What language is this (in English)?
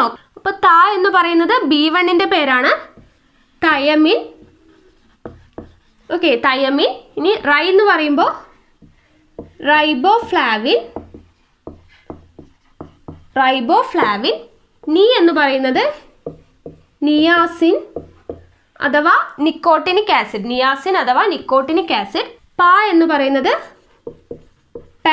Malayalam